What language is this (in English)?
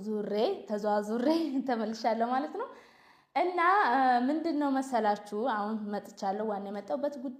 Amharic